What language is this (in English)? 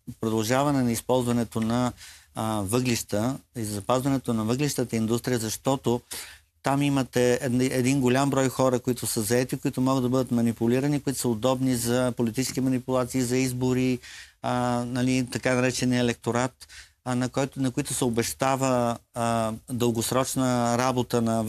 Bulgarian